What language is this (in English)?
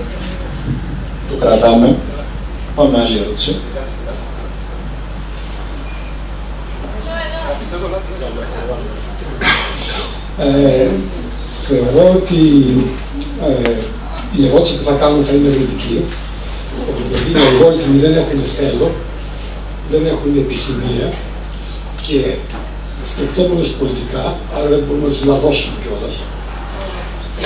Greek